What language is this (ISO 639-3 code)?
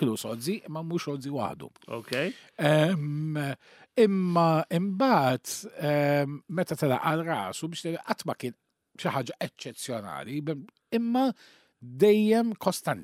mlt